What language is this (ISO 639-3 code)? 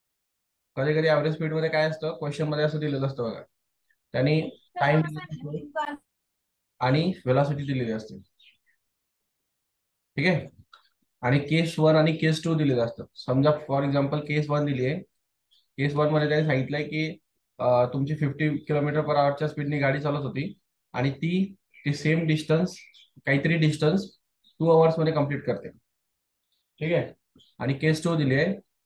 mar